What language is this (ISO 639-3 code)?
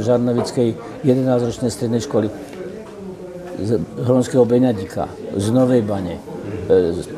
slk